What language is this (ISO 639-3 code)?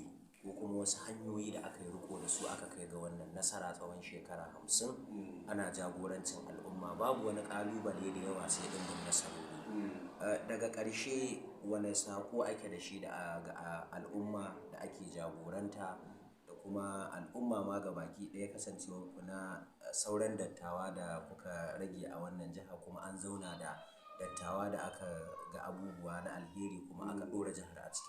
hau